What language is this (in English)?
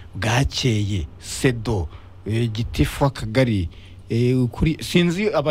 Kinyarwanda